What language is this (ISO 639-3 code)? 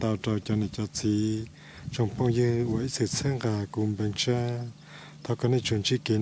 hmn